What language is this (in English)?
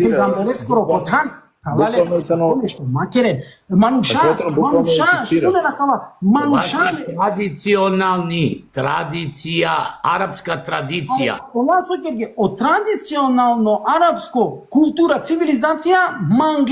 Balkan Romani